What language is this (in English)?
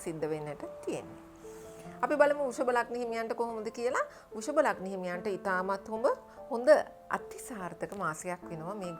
Sinhala